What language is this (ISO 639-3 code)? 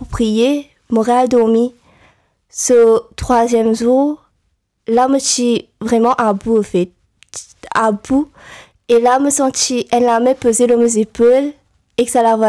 mfe